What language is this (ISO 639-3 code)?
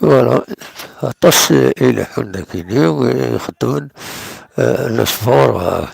kab